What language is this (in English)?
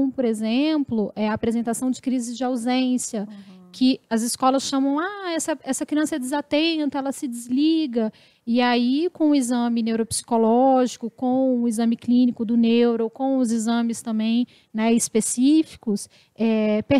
Portuguese